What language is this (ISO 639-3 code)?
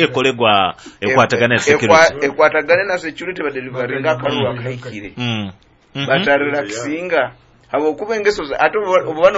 nyo